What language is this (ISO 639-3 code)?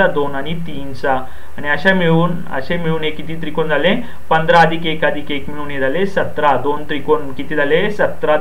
mar